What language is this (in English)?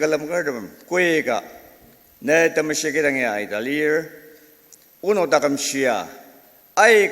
Ao Naga